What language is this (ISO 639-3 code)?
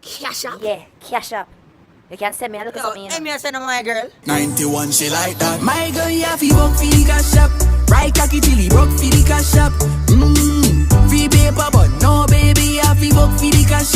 jam